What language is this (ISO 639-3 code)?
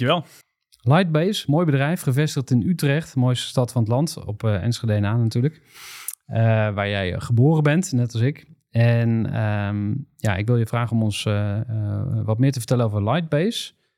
nld